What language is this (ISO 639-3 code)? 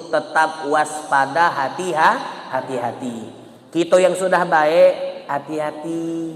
mui